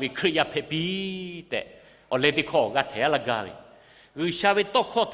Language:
Lahu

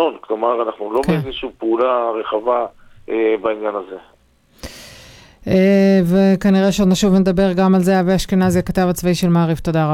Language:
Hebrew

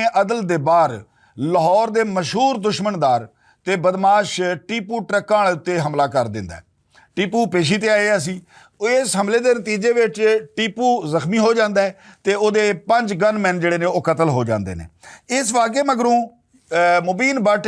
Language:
Western Panjabi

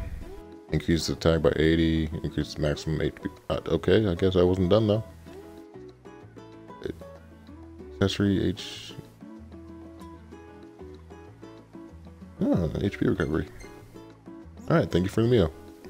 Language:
English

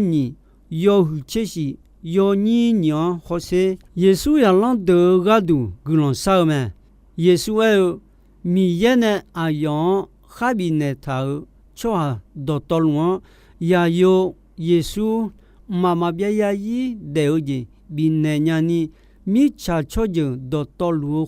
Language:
Akha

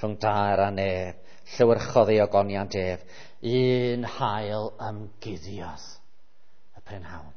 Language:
Welsh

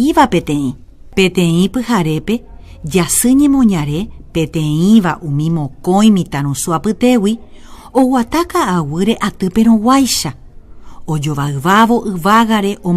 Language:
Guarani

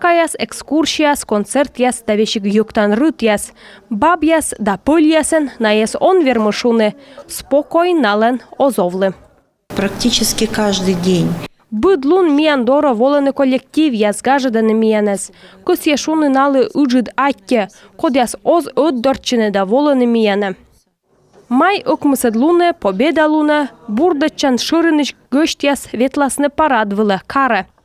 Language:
Komi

